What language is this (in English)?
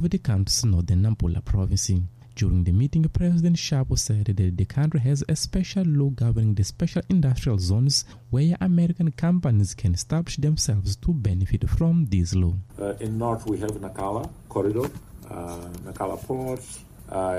English